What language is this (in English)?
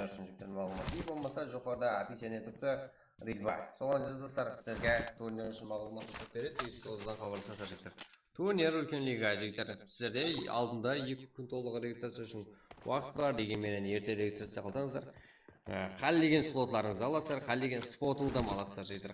Kara-Kalpak